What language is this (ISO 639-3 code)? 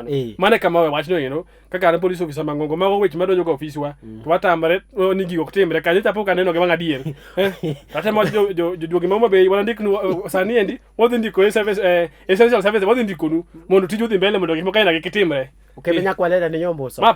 luo